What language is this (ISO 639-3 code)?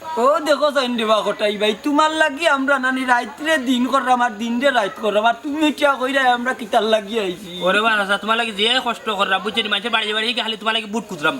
syl